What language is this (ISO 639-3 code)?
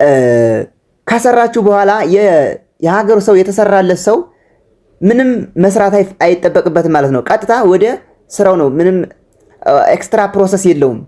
amh